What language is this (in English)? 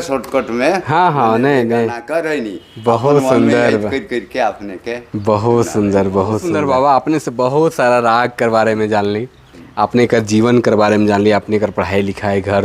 Sadri